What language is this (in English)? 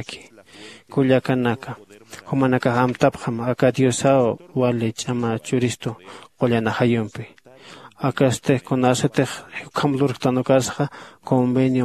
Aymara